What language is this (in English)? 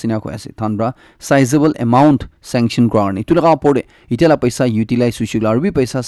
Naga Pidgin